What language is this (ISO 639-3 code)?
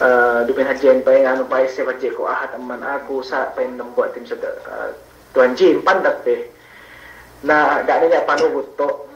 yka